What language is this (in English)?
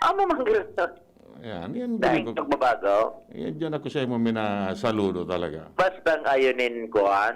Bikol